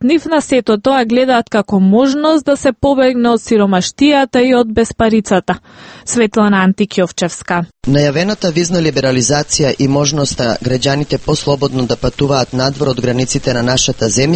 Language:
Macedonian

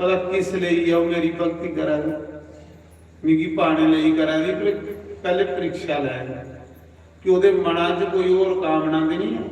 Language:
Dogri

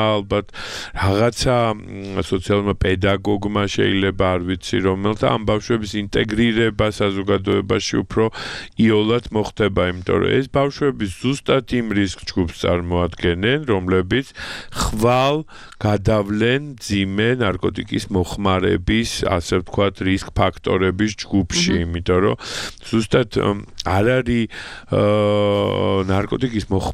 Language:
Georgian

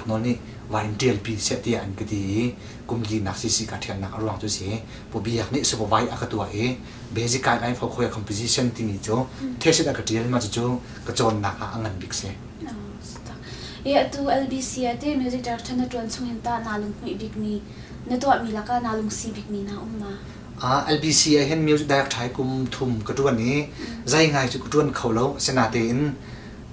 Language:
Hakha Chin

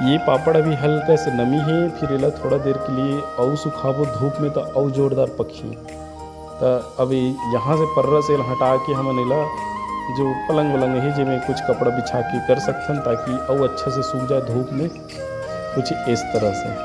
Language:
Chhattisgarhi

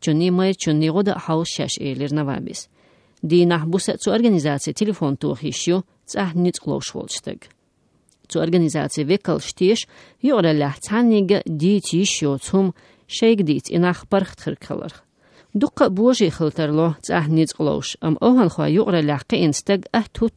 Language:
Chechen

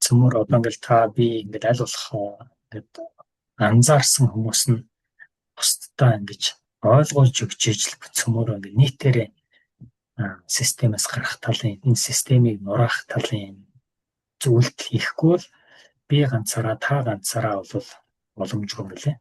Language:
Mongolian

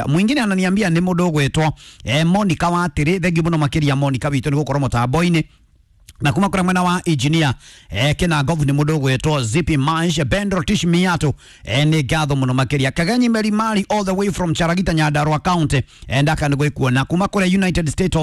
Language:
Kikuyu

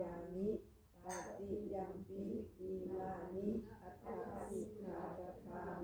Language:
Pali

